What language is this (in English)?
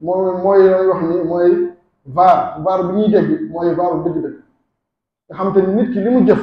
Wolof